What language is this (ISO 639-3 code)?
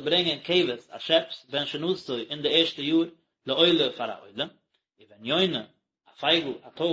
yid